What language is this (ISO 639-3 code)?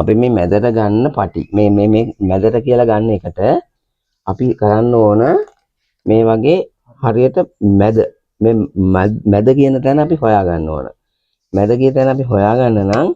sin